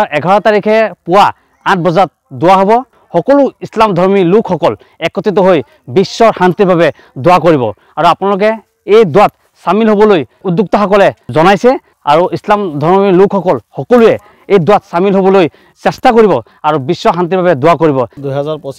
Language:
Assamese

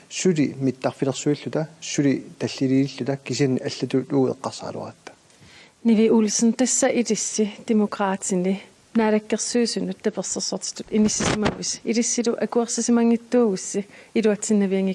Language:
Kalaallisut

